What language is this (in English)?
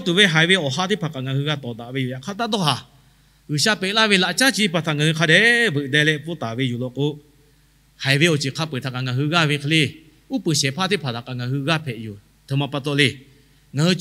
Lahu